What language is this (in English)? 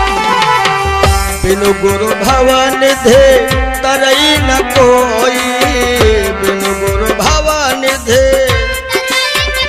Hindi